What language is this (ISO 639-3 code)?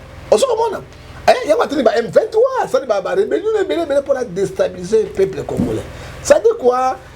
lin